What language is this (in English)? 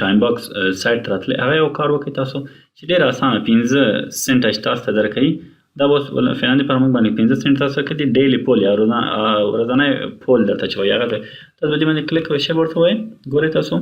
Pashto